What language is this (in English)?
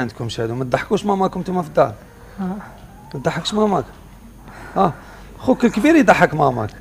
Algerian Arabic